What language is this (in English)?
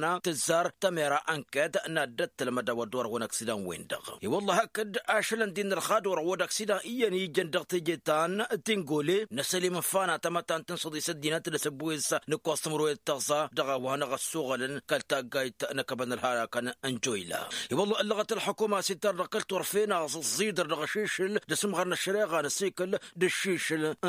Tamasheq